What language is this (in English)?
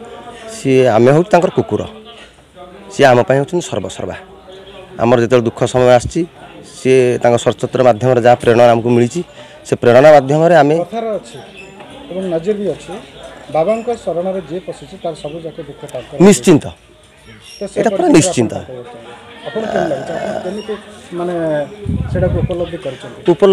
Odia